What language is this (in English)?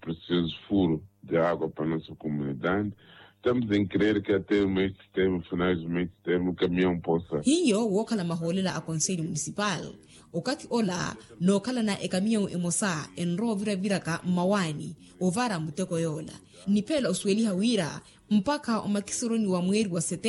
Makhuwa